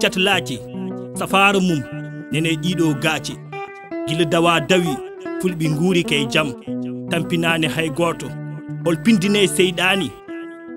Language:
Fula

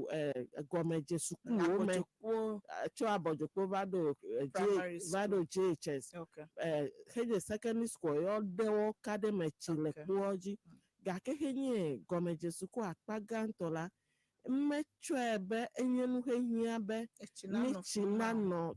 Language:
Ewe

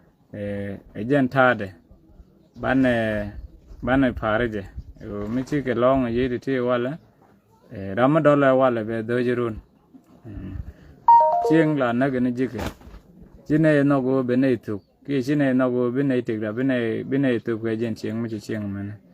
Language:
Nuer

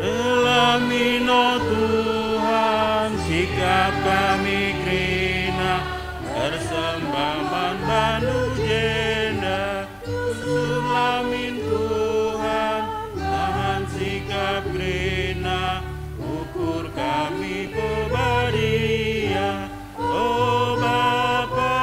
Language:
Batak Karo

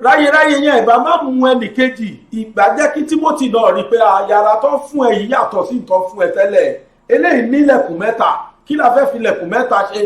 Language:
Yoruba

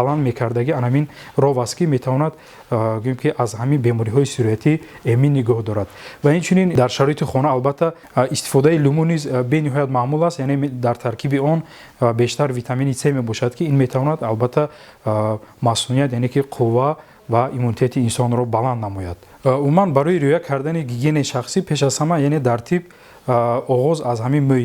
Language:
Tajik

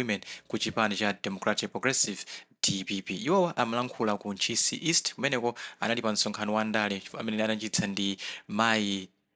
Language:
Nyanja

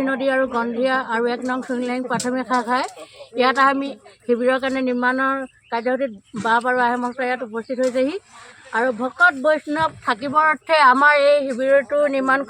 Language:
Assamese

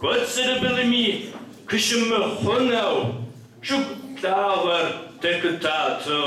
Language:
Kabardian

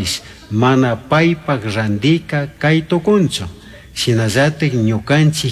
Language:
Chimborazo Highland Quichua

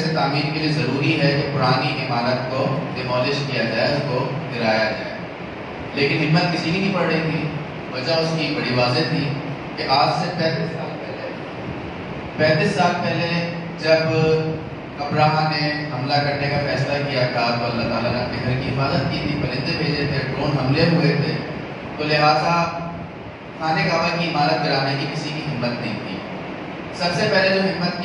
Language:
Urdu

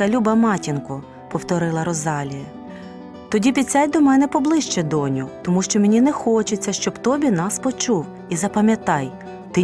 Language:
Ukrainian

